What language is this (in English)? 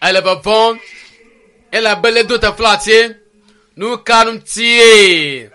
Ewe